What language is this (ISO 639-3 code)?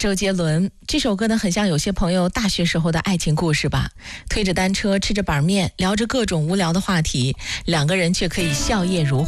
zho